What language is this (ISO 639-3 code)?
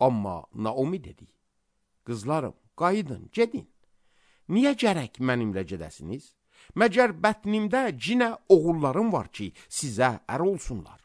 aze